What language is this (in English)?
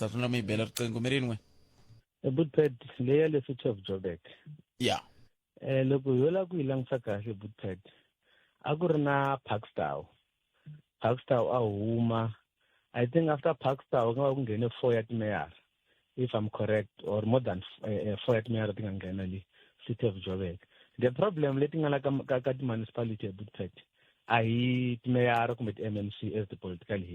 Tsonga